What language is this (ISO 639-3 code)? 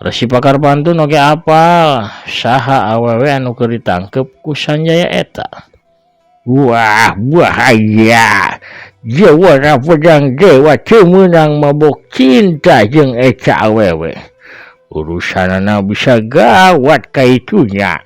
sun